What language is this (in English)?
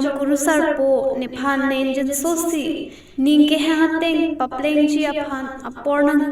Karbi